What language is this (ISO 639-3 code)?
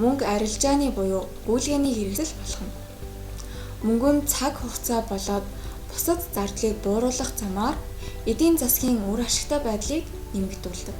mon